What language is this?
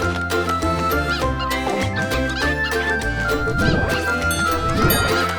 Abkhazian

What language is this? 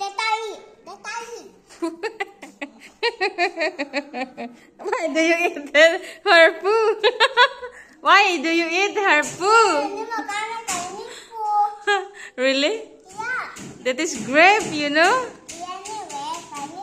Indonesian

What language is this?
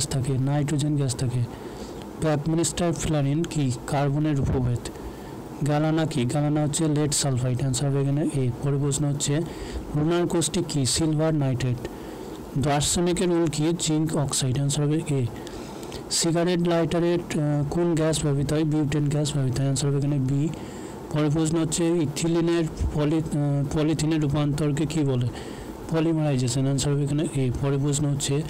Bangla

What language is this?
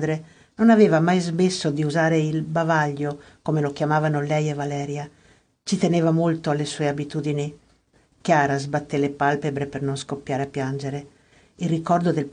Italian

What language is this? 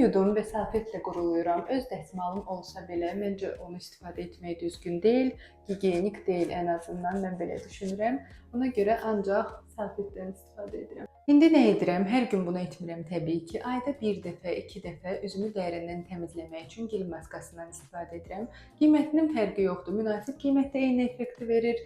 Azerbaijani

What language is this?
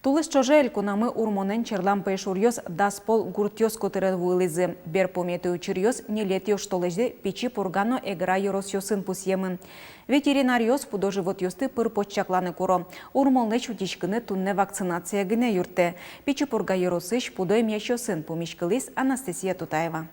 Udmurt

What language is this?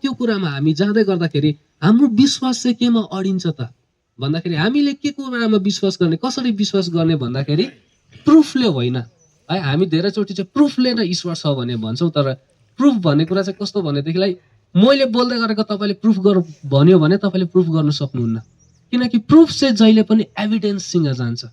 Nepali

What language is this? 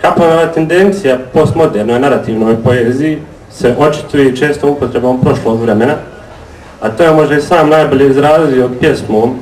Bosnian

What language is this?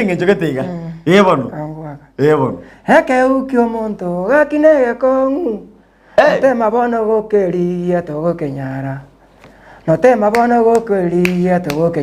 Gusii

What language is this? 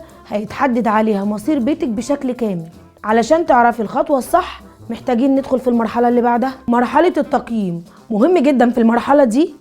Egyptian Arabic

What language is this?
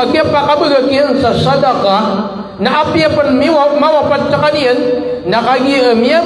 Maranao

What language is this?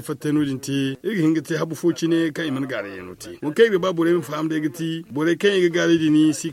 Zarma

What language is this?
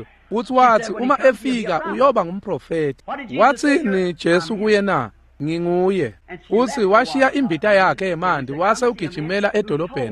Swati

